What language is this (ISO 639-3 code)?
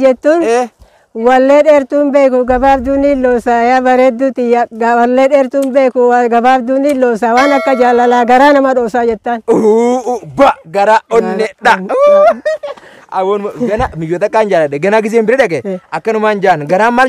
orm